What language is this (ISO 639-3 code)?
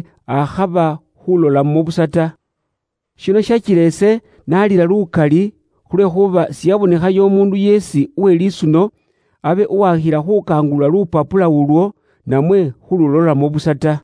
luy